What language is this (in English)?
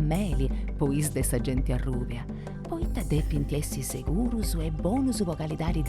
Sardinian